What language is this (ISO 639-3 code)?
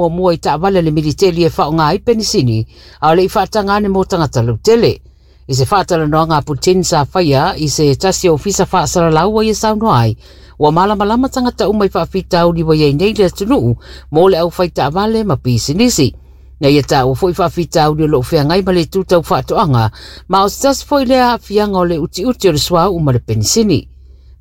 smo